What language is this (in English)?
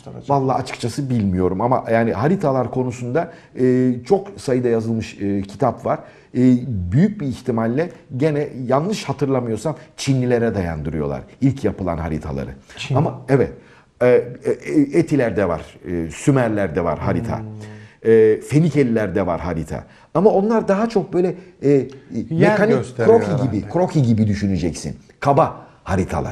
Turkish